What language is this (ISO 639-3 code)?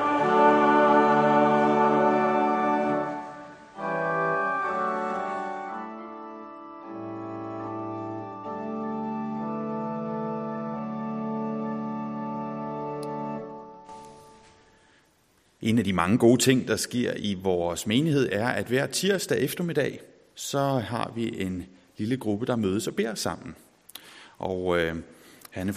dan